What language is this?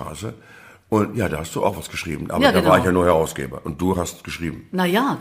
German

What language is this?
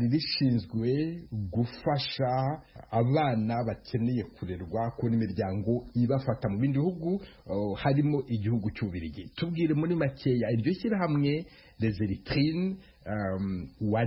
Kinyarwanda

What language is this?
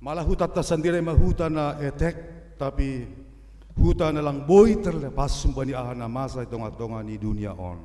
Batak Simalungun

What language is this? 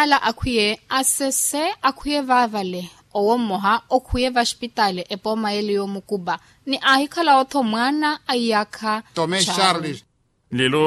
Makhuwa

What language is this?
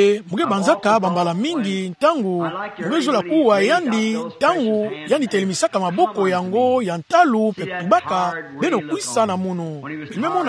Kituba (Democratic Republic of Congo)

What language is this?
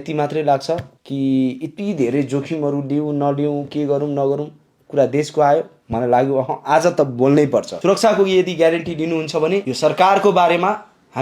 Nepali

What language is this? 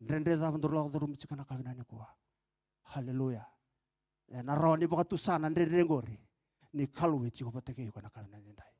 Fijian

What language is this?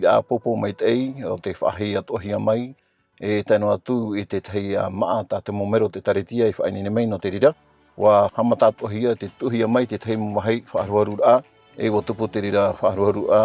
Tahitian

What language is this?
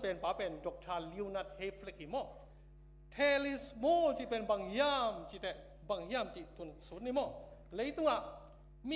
Tedim Chin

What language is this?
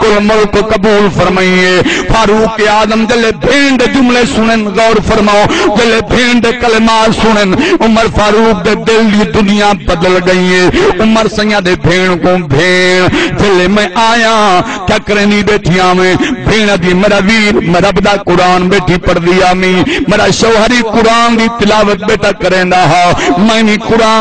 Saraiki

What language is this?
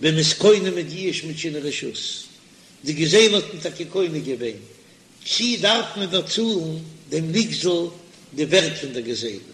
Yiddish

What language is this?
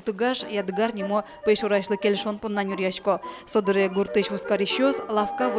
Udmurt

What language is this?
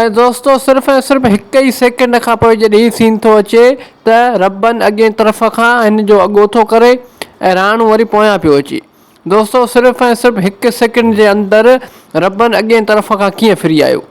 Sindhi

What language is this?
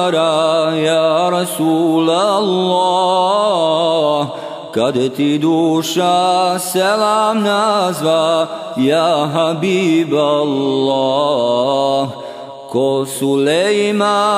Bosnian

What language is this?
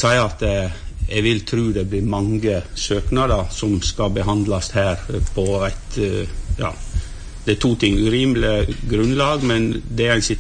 Norwegian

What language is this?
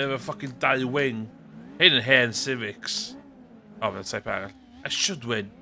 Welsh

